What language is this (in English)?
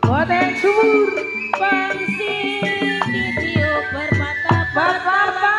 Betawi